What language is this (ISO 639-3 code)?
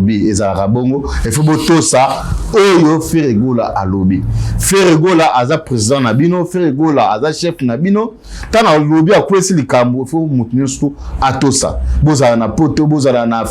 lin